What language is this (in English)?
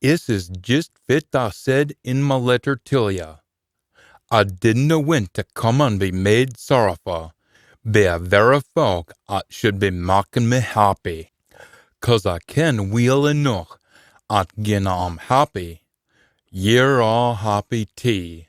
Scots